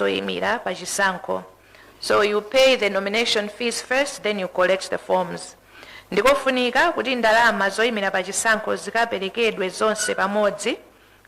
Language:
Nyanja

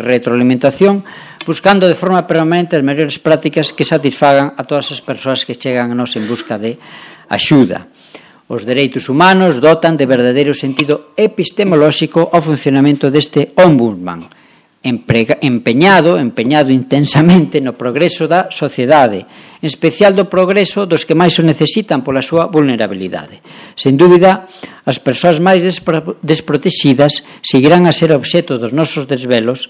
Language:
Galician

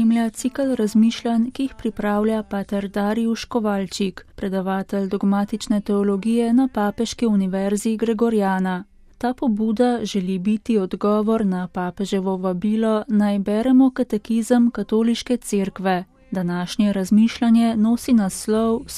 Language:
Slovenian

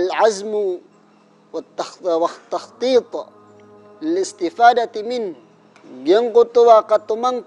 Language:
Maranao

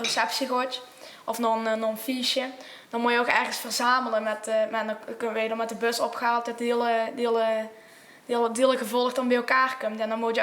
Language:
Limburgish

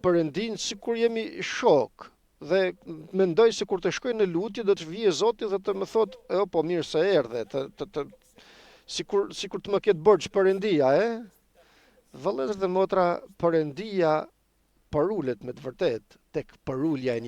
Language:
Albanian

